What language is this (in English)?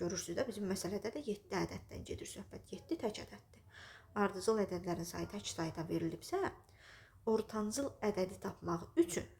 Azerbaijani